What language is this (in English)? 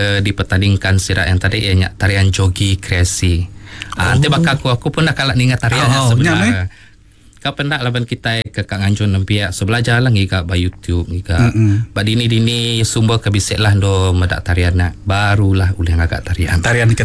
Iban